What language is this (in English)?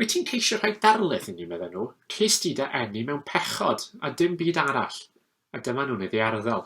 Welsh